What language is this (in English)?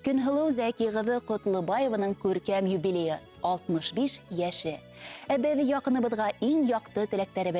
Bashkir